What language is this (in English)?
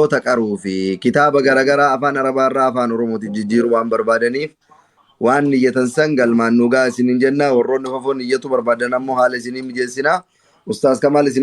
Oromo